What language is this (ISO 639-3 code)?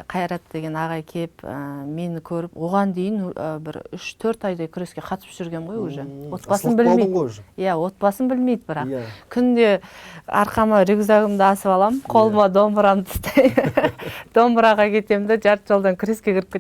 kaz